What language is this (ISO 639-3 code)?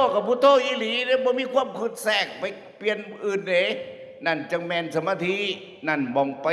tts